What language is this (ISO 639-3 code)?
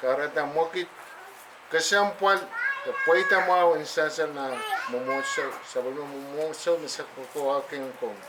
pon